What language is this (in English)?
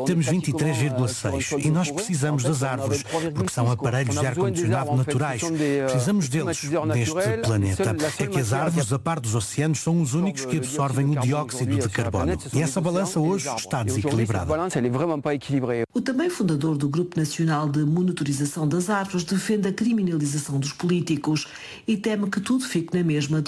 Portuguese